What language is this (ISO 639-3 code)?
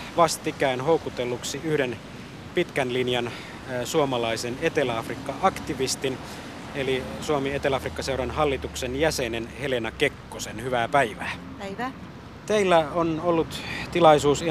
fin